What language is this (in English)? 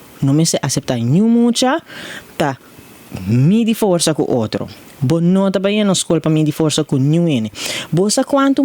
Papiamento